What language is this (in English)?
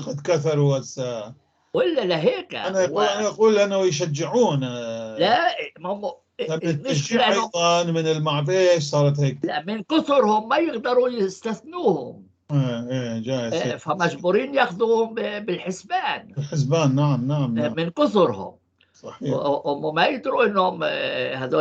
North Levantine Arabic